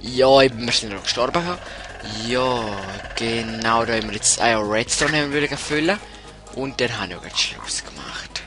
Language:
Swiss German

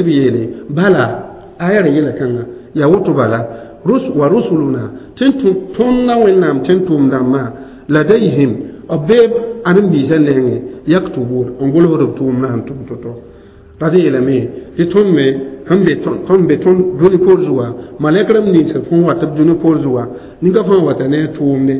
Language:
Mossi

